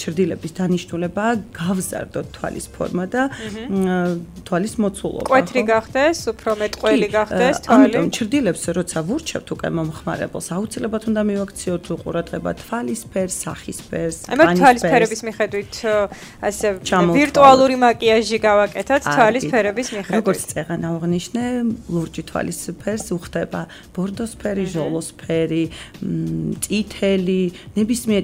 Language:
Georgian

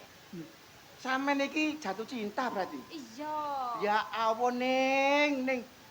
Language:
Javanese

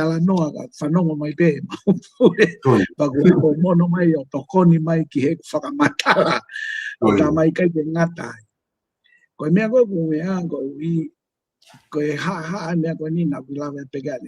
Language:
Tongan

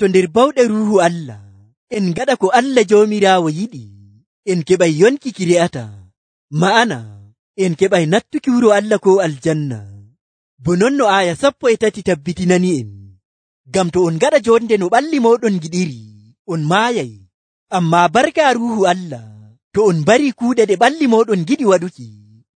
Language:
Nigerian Fulfulde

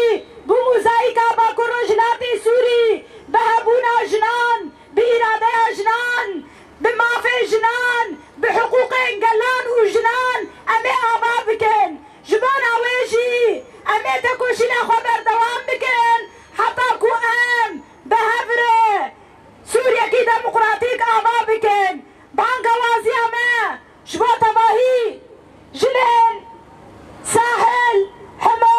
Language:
Kurdish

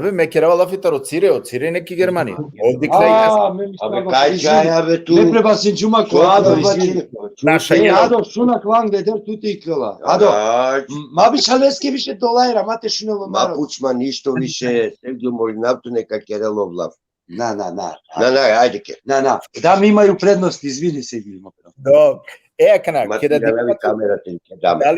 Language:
Balkan Romani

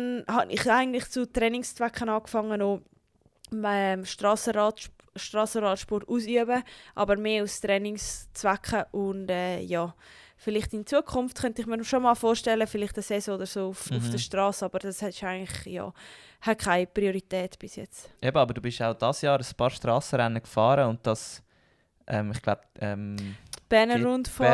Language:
Swiss German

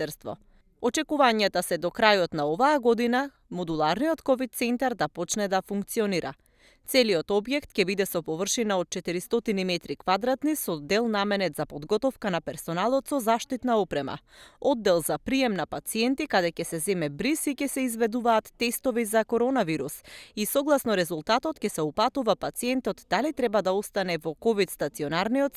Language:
Macedonian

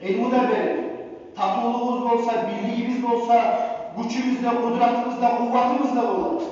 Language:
Kumyk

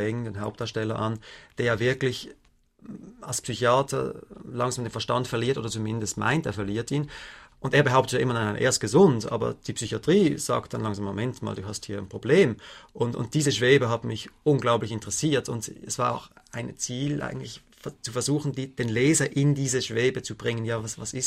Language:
German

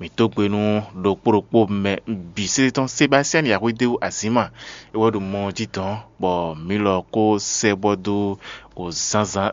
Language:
Fon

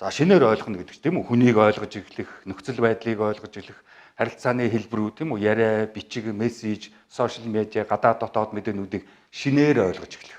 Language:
Mongolian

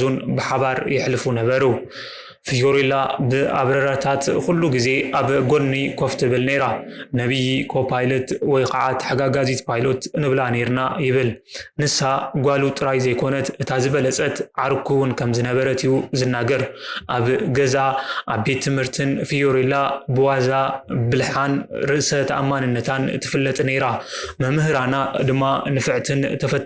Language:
Tigrinya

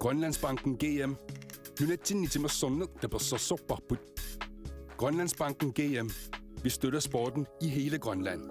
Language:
Kalaallisut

